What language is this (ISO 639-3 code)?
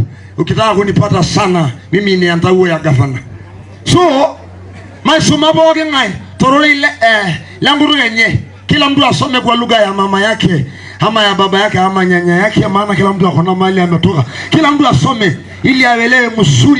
mas